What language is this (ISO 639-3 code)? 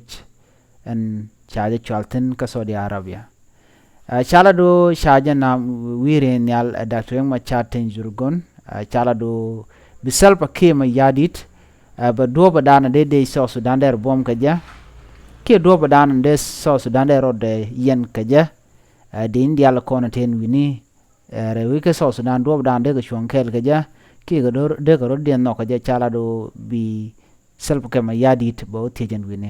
nus